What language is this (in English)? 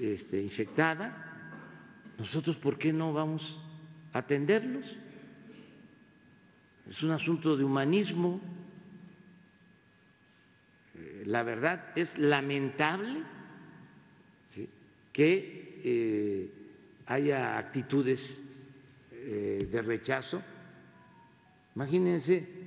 Spanish